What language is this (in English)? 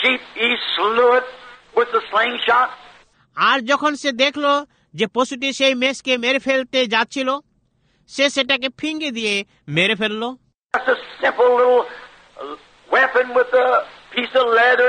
Bangla